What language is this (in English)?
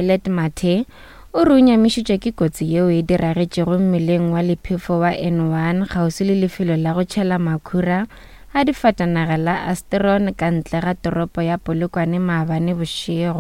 Northern Sotho